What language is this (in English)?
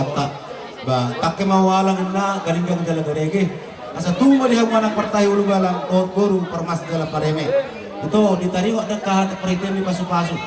Batak Toba